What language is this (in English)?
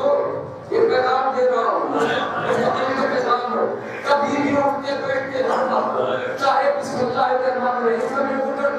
Urdu